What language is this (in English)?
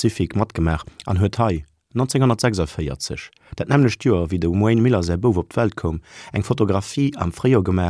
Luxembourgish